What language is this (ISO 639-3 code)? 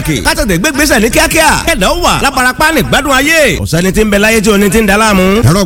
yor